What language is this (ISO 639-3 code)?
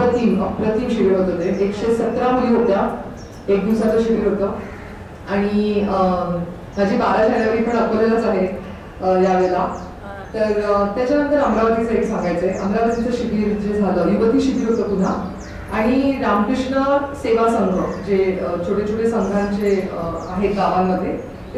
mar